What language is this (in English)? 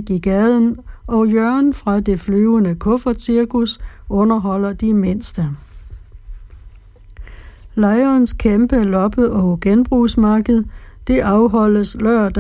Danish